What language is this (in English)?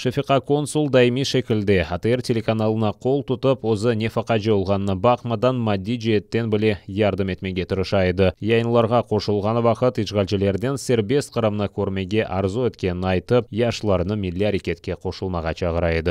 Crimean Tatar